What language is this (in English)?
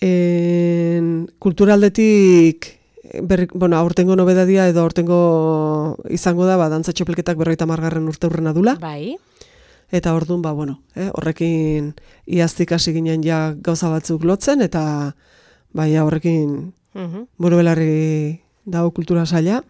Basque